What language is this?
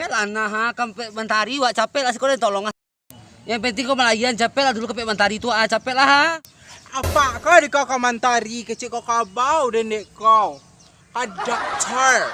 Minangkabau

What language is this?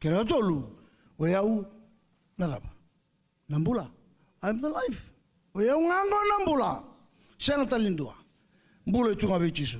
Fijian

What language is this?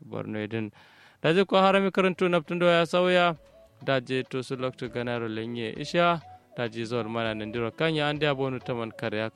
Kanuri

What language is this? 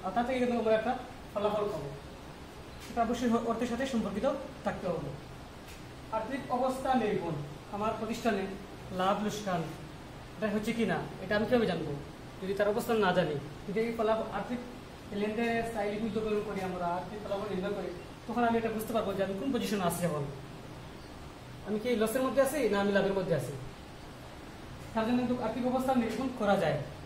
Bangla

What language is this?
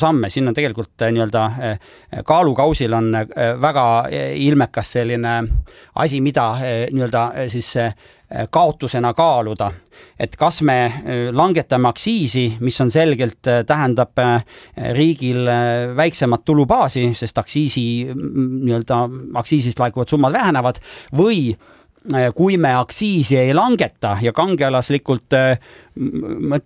Estonian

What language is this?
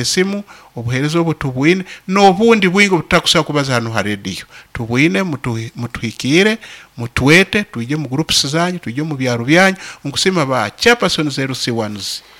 Nyoro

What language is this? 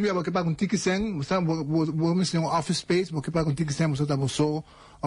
Papiamento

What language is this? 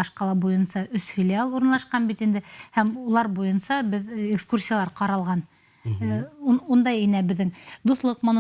Bashkir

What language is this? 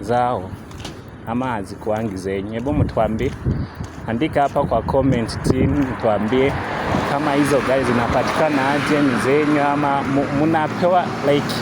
Swahili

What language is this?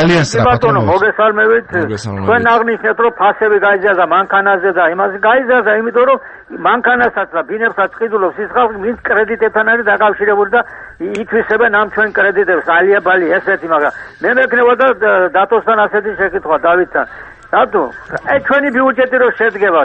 Georgian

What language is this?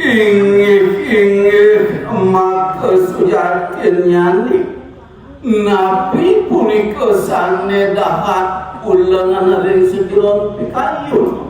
Balinese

